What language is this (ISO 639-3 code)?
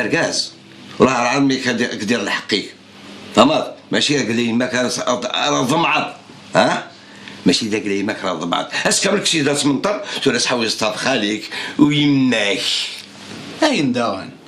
kab